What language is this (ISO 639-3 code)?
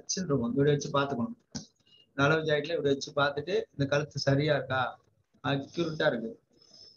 tam